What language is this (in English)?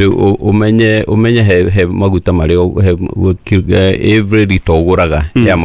Kikuyu